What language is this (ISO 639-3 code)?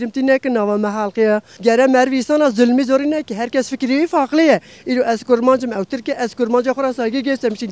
kur